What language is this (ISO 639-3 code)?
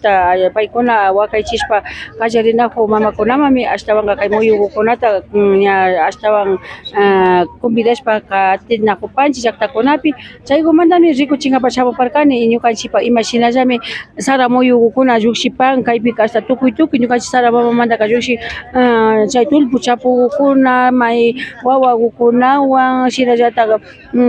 qvi